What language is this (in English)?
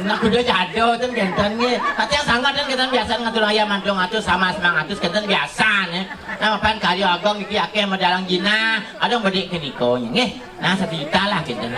Balinese